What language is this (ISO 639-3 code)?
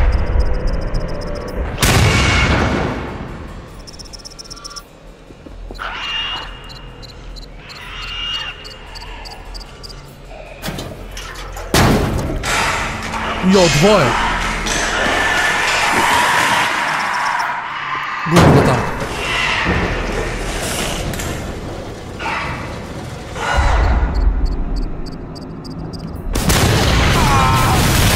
hrv